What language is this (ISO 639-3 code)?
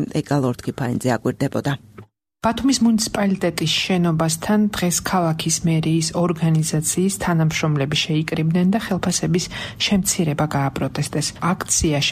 kat